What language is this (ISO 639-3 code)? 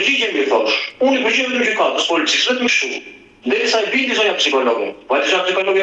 sqi